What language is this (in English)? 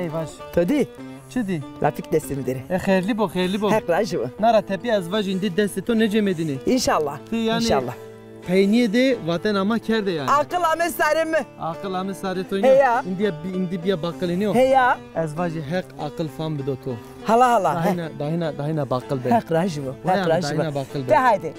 Zaza